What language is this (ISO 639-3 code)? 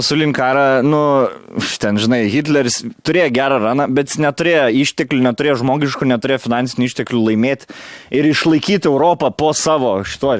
lit